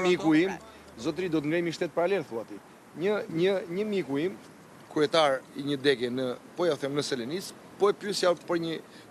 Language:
Albanian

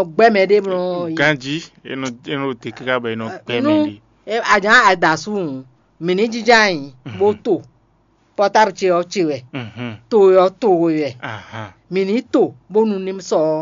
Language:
Fon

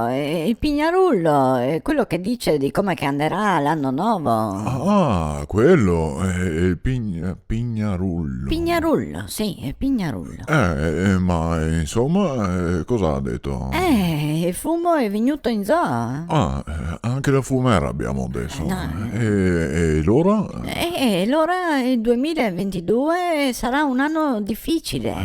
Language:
Venetian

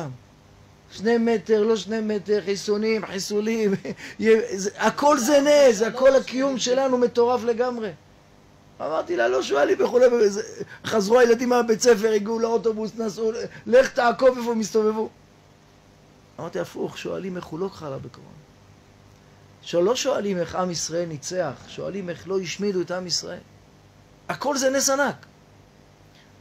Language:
Hebrew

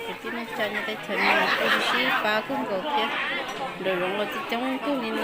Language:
Hmong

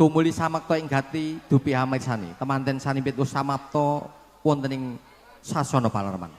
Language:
Javanese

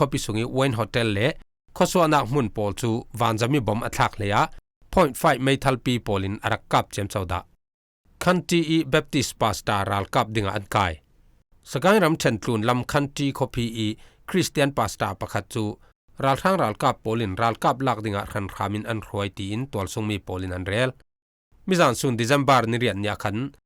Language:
Falam Chin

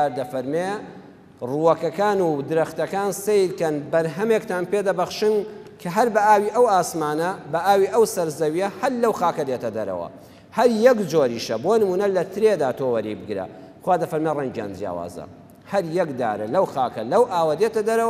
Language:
Central Kurdish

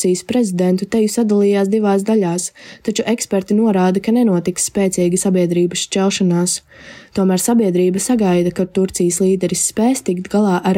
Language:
Latvian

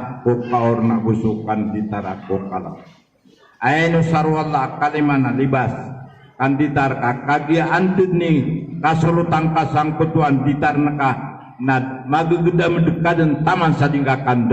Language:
Maranao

